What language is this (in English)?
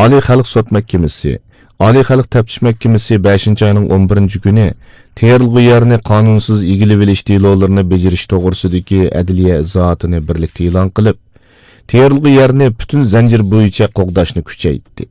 Uyghur